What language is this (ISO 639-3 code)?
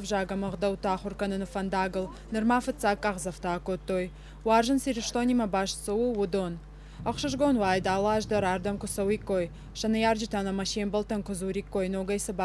oss